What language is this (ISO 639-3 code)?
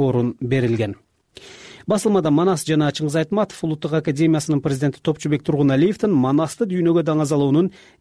kir